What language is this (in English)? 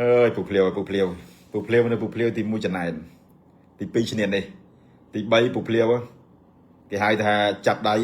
Khmer